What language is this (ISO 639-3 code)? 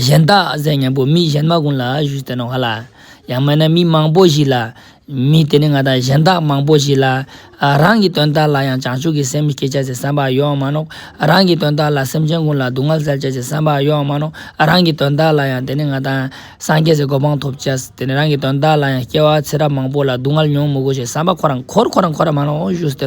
lbj